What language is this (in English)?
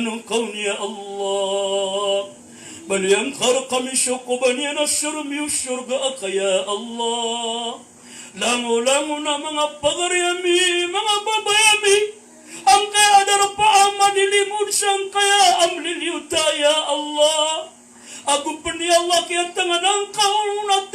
Maranao